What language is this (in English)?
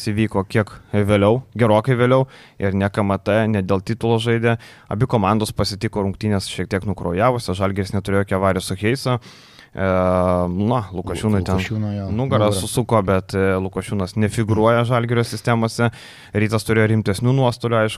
Lithuanian